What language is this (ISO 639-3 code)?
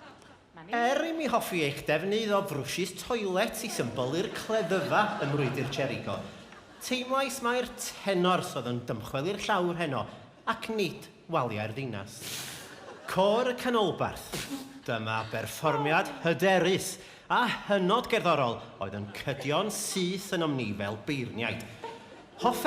cym